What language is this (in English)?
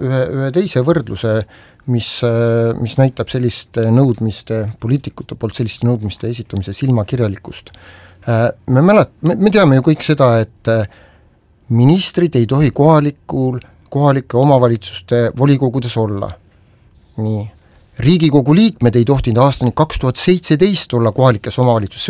Estonian